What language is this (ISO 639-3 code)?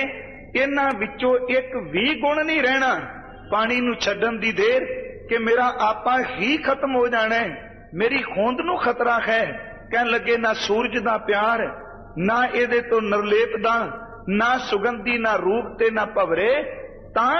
pan